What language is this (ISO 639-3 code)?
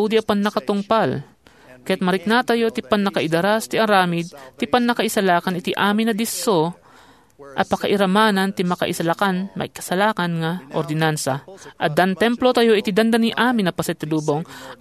ilo